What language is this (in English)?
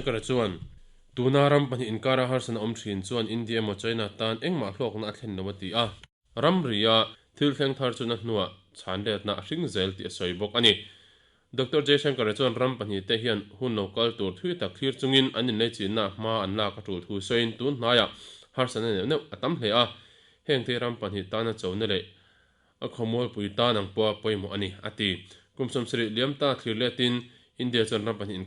Mizo